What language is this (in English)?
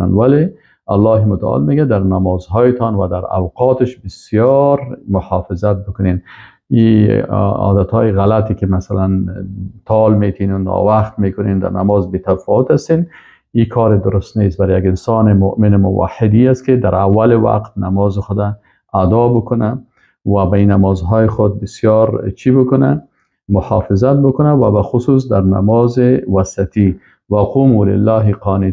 Persian